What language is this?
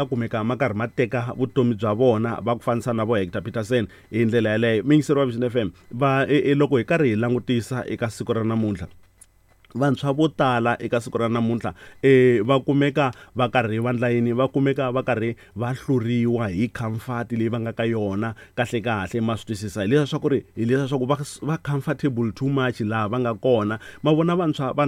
Tsonga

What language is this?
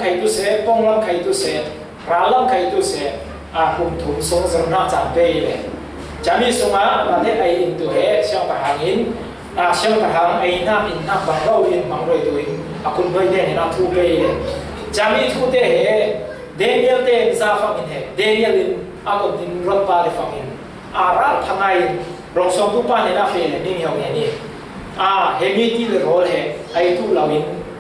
Falam Chin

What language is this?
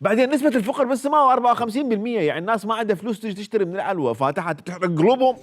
Mesopotamian Arabic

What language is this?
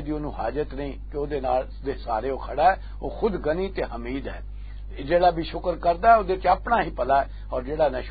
Western Panjabi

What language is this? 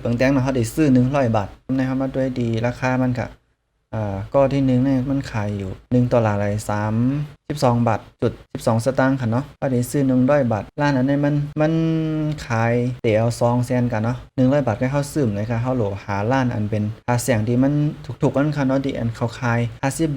Shan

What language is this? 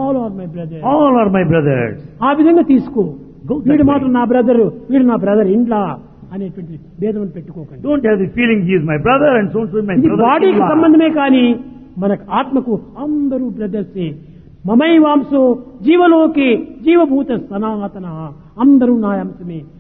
Telugu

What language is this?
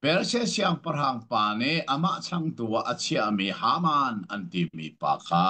Hakha Chin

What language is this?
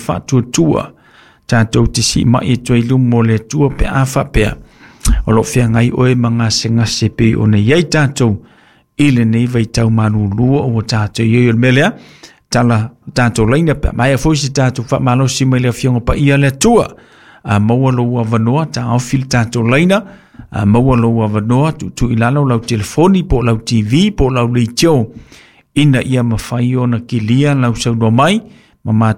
Samoan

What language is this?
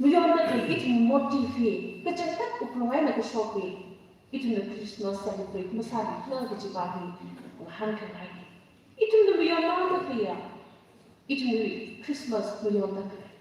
Tangkhul Naga (India)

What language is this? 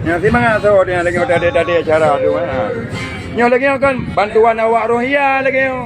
Achinese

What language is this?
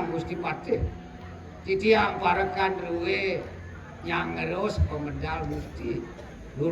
Balinese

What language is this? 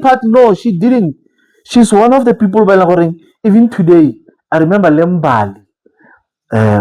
Tswana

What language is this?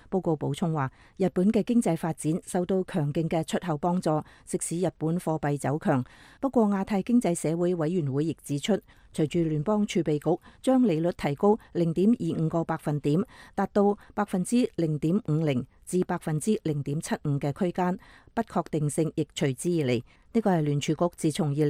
Cantonese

